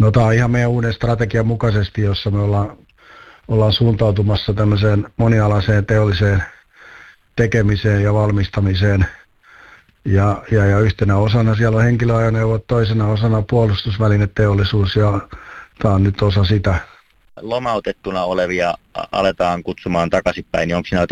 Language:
Finnish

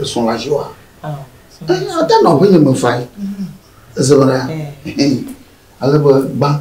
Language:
Ewe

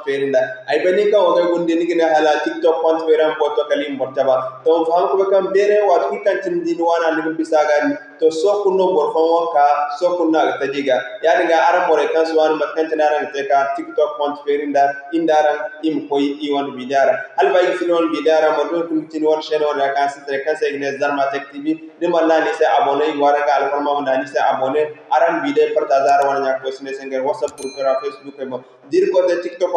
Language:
Zarma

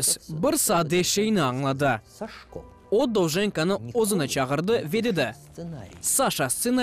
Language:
Crimean Tatar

